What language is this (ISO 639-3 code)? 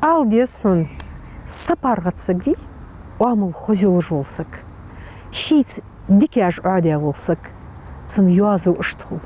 inh